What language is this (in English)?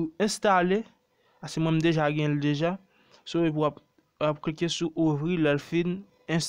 Haitian Creole